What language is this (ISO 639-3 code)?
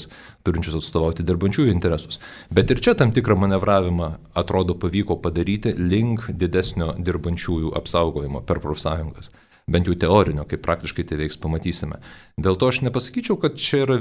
lit